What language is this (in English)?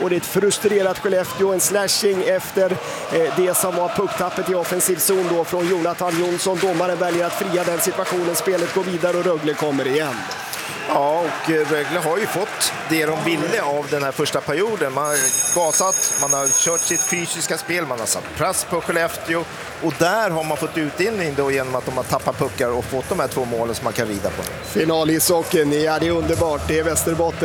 Swedish